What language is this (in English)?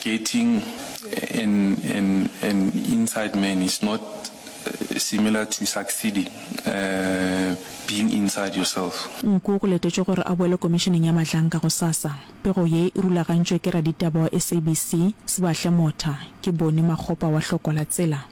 Northern Sotho